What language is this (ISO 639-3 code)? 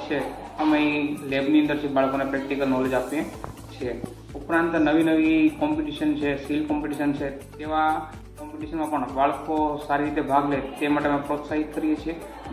guj